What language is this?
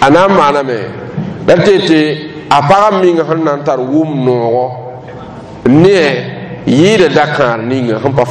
Mossi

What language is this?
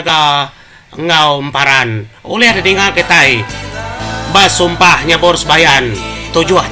Iban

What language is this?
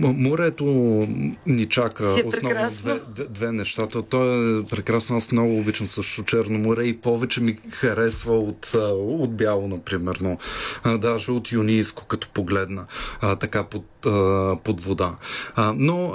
Bulgarian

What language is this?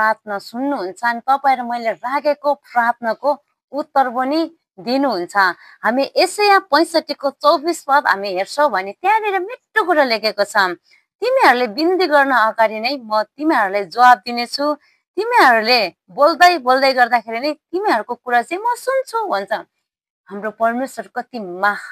Nepali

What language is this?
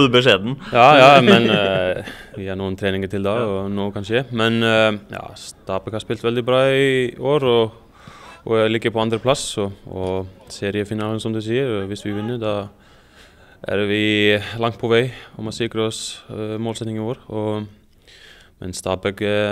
Norwegian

